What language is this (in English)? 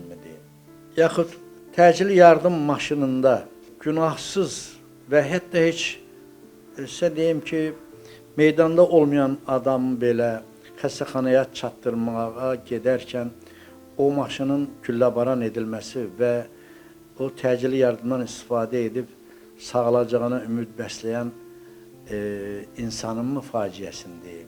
Azerbaijani